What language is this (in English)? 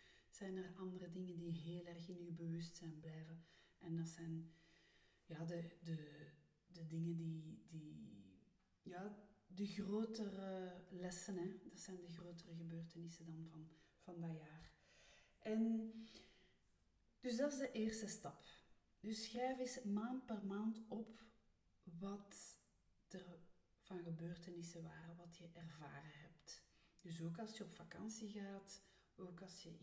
Dutch